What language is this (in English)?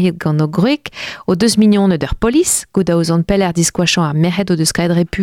Breton